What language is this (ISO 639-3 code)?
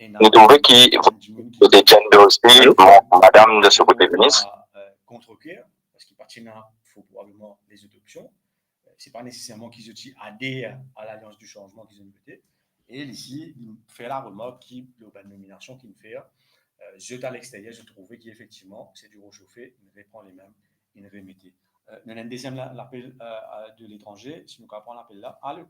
mfe